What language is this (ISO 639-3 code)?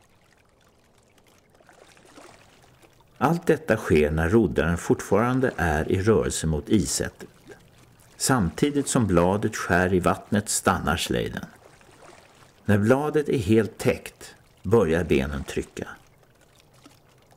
swe